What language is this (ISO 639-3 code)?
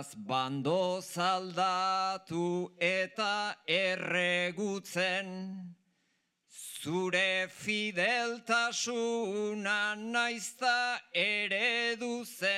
eus